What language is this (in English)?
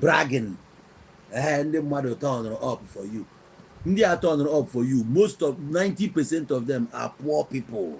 Igbo